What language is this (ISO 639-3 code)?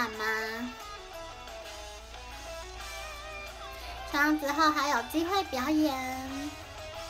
zho